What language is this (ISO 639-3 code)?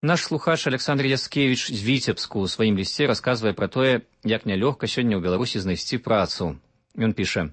bel